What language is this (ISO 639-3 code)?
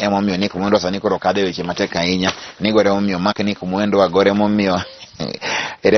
luo